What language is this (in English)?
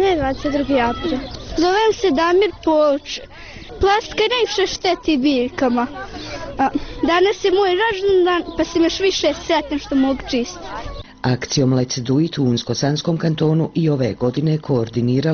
Bosnian